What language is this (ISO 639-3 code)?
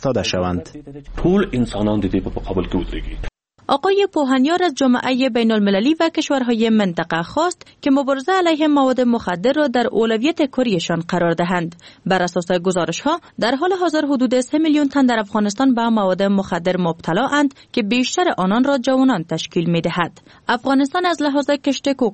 fas